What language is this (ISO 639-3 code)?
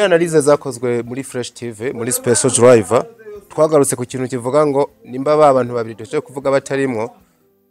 run